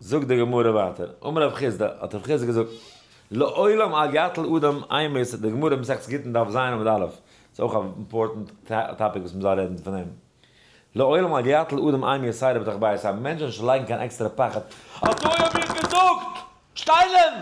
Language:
Yiddish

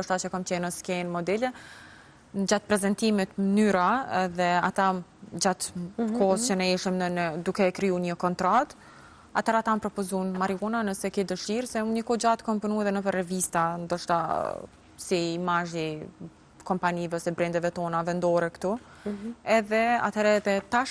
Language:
Albanian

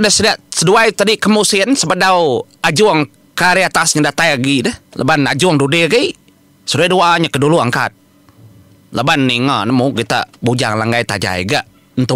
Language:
Iban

